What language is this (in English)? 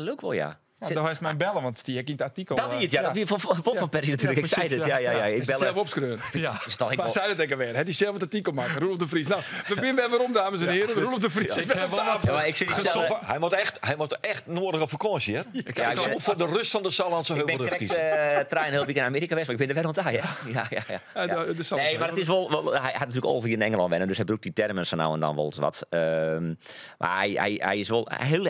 Western Frisian